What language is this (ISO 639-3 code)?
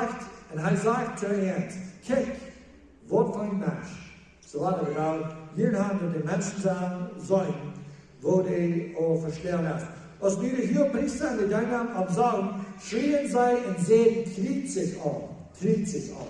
pdt